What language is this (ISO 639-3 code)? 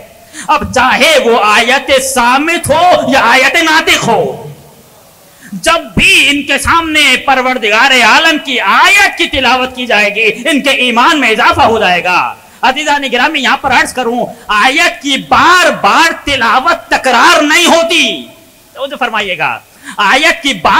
urd